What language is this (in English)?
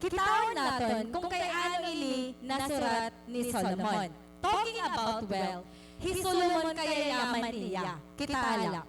Waray